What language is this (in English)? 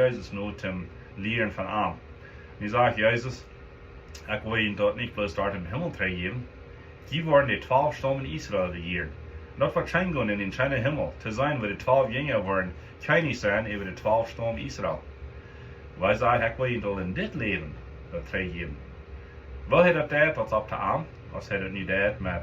Plautdietsch